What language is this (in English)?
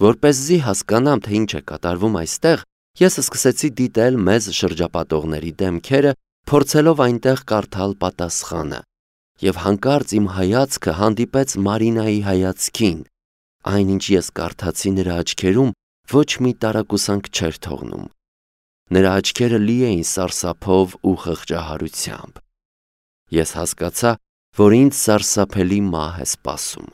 Armenian